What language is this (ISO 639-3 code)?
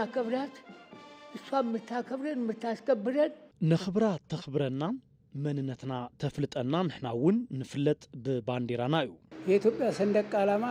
tir